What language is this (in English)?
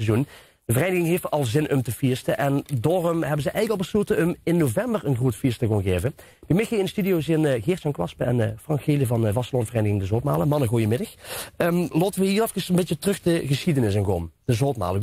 Limburgish